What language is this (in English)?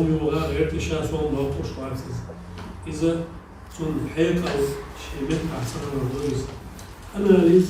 Chechen